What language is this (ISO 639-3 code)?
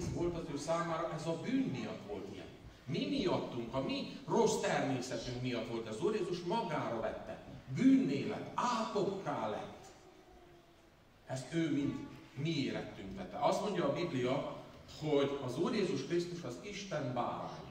hun